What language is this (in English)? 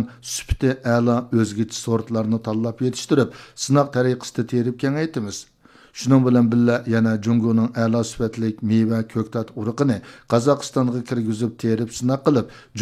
Uyghur